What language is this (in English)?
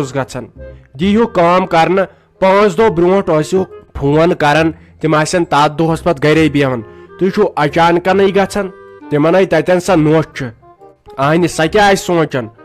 Kashmiri